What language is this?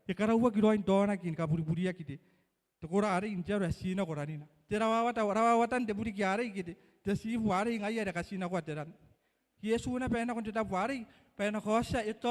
Gilbertese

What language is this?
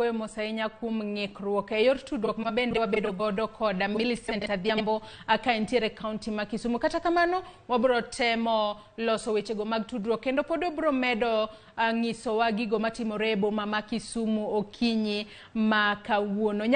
Luo (Kenya and Tanzania)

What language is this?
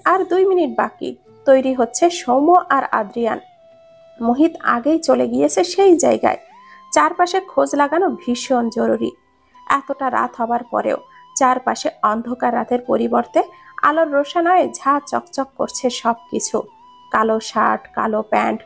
Bangla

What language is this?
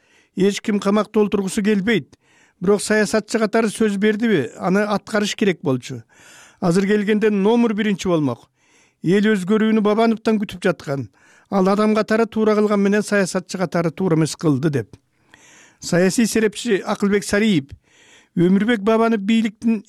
Kyrgyz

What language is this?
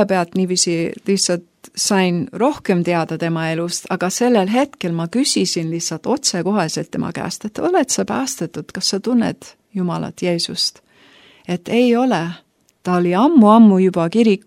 Estonian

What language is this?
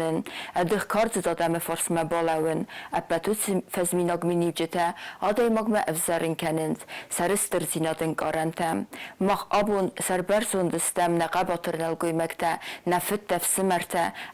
Ossetic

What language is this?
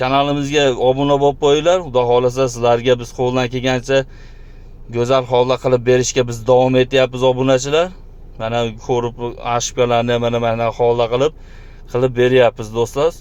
Uzbek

